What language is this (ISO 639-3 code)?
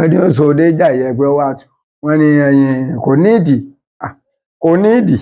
yor